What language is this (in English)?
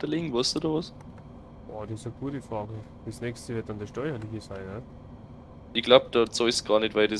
Bavarian